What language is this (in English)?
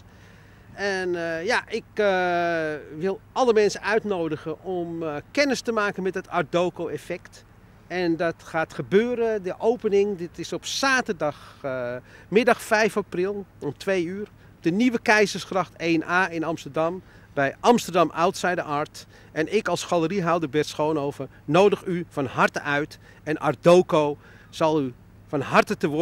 Dutch